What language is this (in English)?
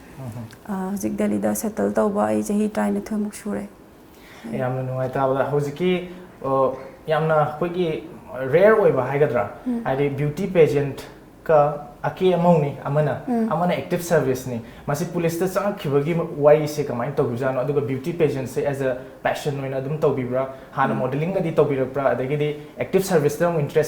Manipuri